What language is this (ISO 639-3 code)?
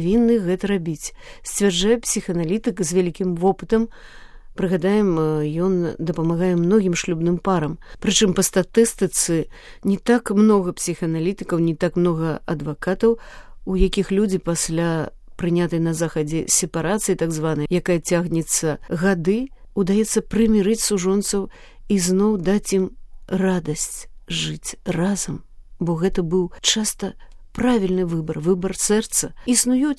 bel